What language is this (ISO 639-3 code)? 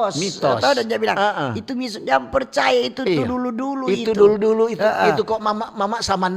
xmm